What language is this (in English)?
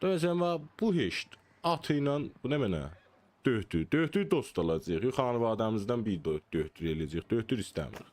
South Azerbaijani